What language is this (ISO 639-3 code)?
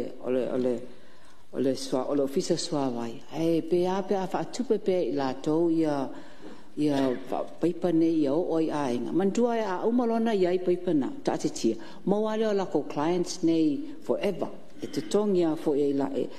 smo